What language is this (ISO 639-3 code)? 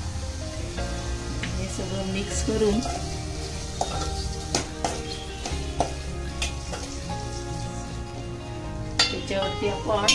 mar